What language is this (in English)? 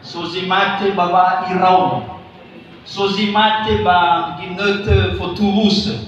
Nias